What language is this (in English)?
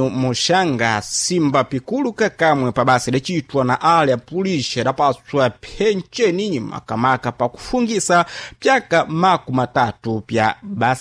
Sena